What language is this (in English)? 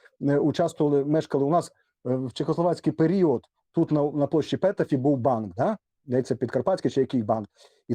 Rusyn